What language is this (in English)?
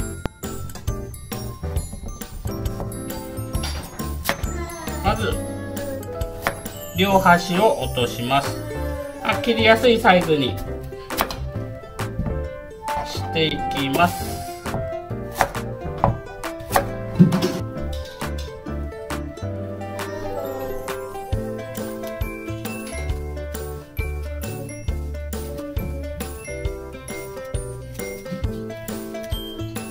Japanese